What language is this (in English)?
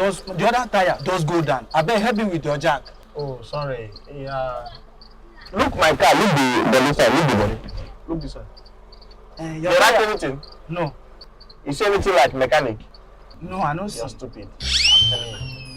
Nigerian Pidgin